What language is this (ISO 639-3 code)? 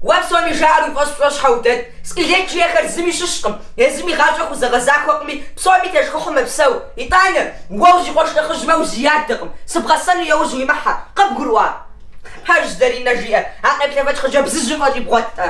kbd